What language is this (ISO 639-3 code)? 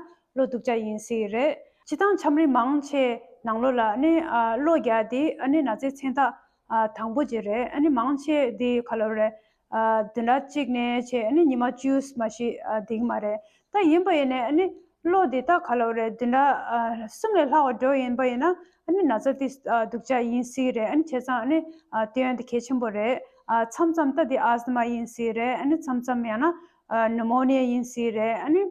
bod